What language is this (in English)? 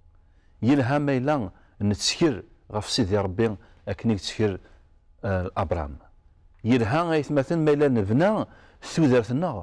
Kabyle